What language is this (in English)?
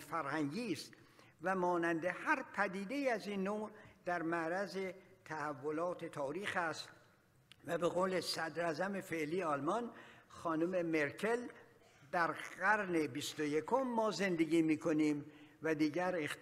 Persian